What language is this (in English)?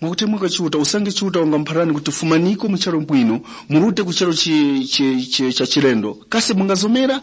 Tumbuka